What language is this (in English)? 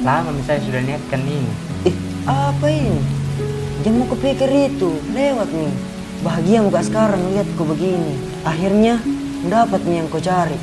Makassar Malay